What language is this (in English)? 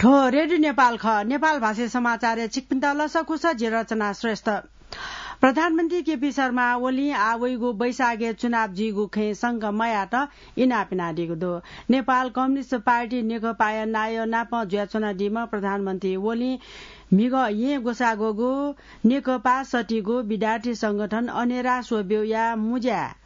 Newari